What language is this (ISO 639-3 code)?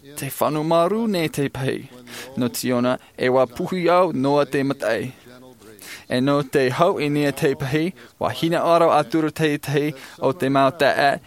tah